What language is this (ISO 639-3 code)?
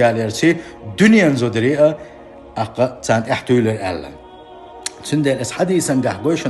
che